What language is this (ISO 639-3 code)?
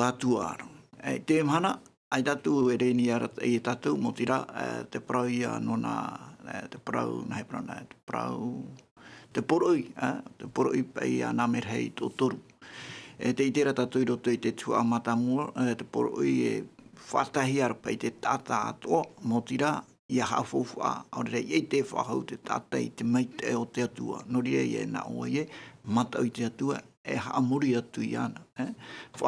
tah